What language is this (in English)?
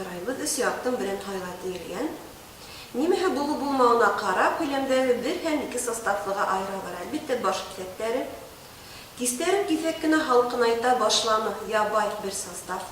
Bashkir